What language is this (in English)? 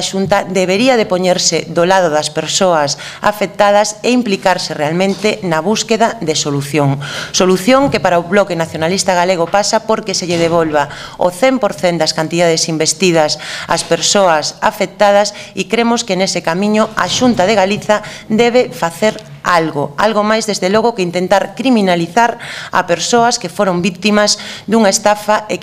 Galician